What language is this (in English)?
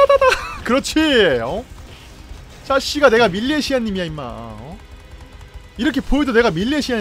Korean